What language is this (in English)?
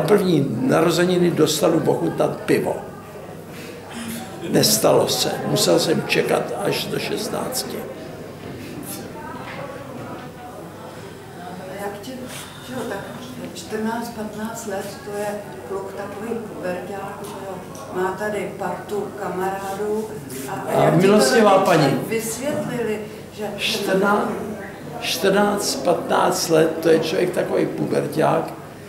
Czech